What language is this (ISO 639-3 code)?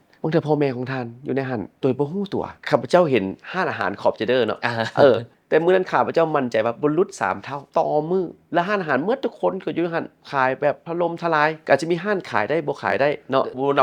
lao